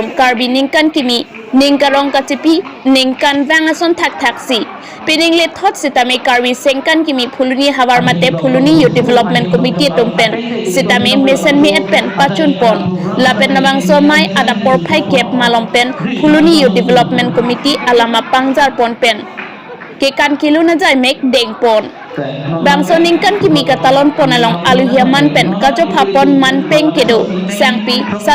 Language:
Karbi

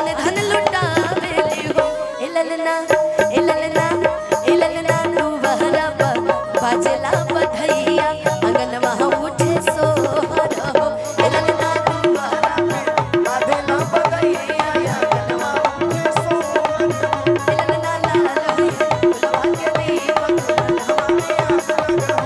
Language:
Bhojpuri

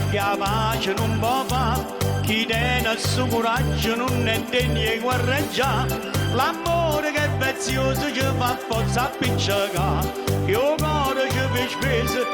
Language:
Neapolitan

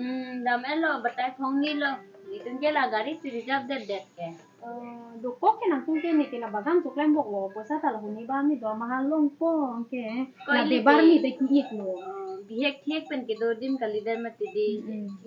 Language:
Karbi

